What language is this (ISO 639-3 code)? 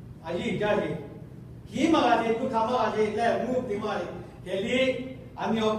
lhu